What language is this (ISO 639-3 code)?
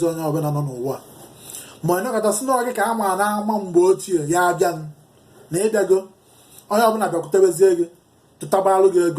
ibo